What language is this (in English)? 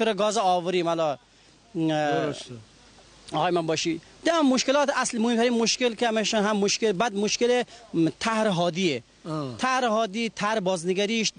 Gilaki